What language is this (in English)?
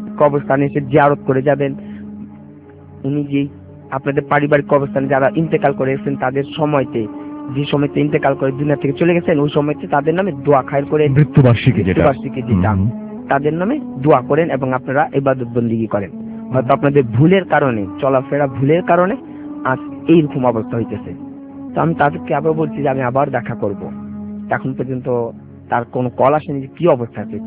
Bangla